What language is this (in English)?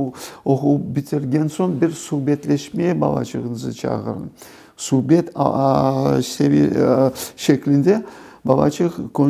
Crimean Tatar